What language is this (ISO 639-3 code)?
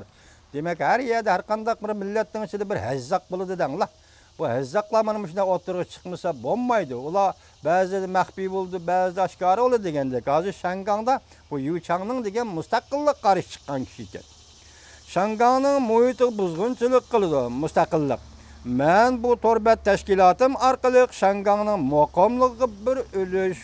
uig